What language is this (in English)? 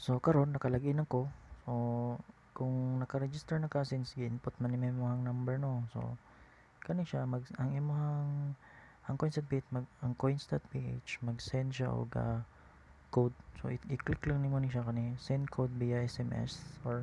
Cebuano